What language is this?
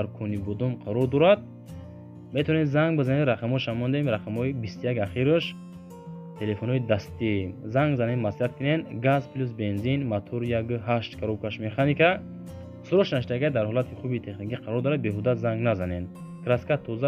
Tajik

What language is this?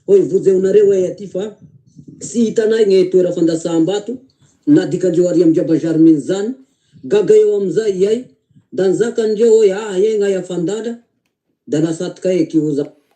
Malagasy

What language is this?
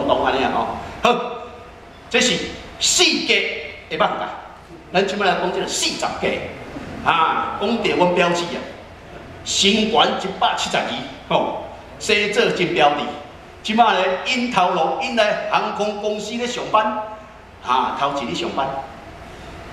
Min Nan Chinese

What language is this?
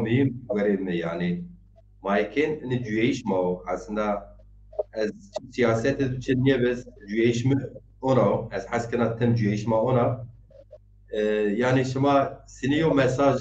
Zaza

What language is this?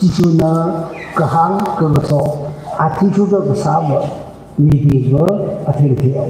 Tangkhul Naga (India)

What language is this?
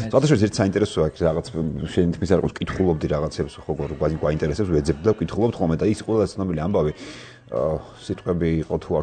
Georgian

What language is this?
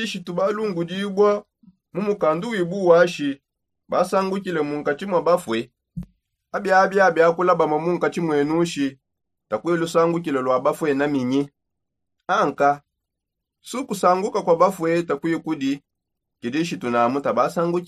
Songe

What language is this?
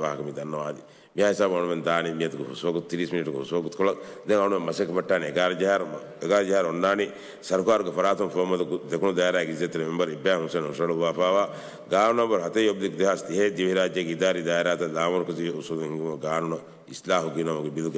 Divehi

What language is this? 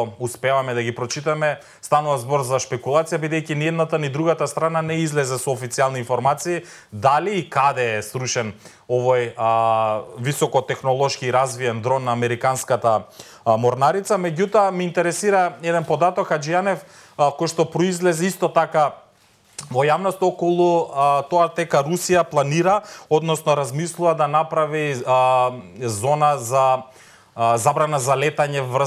Macedonian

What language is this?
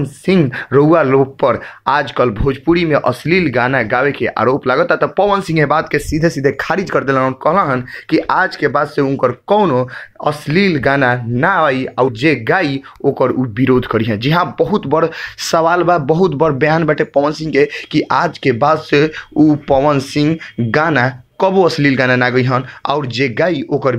Bhojpuri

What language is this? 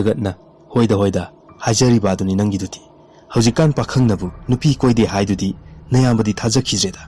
Manipuri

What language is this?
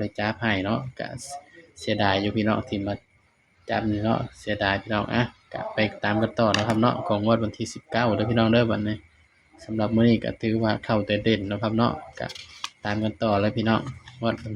Northeastern Thai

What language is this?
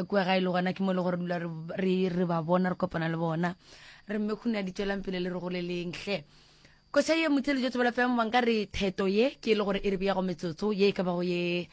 Northern Sotho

